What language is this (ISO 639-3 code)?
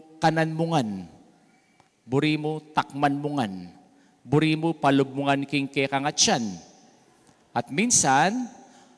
pam